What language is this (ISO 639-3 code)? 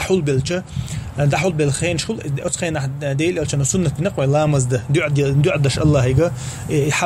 che